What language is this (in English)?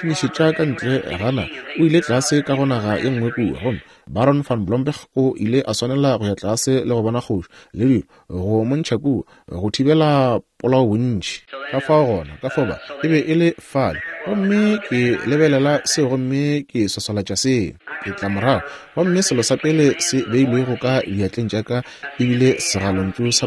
Northern Sotho